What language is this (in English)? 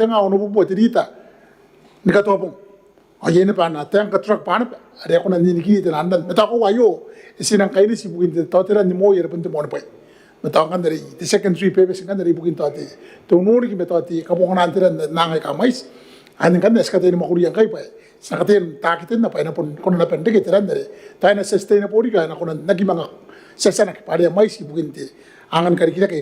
Gilbertese